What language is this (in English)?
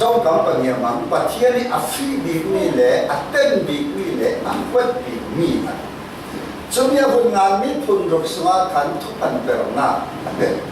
Falam Chin